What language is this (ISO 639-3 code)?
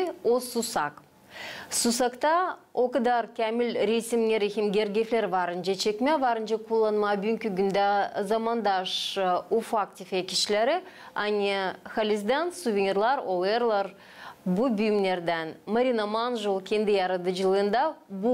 gag